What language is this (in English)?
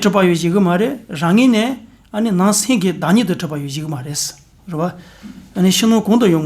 Tibetan